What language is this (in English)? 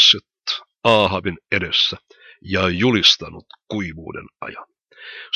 Finnish